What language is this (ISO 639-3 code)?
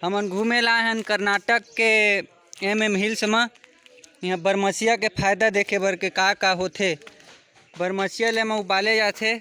hne